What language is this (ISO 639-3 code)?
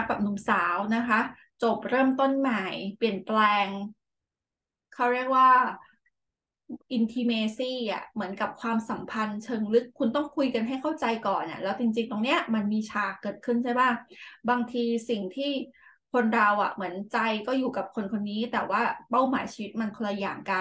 tha